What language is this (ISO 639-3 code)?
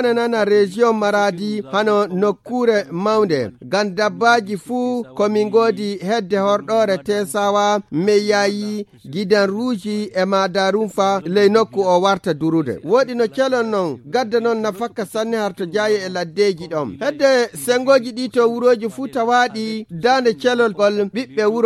ful